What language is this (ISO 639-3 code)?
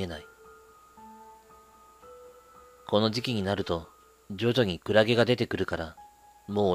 jpn